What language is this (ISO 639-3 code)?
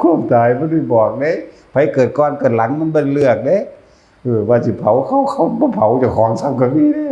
tts